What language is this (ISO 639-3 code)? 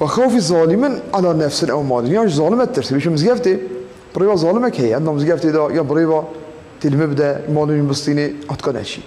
kur